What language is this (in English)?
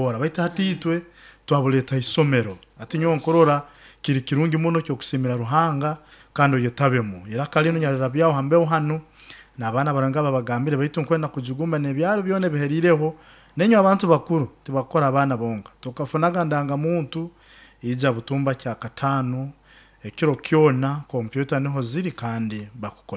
Nyoro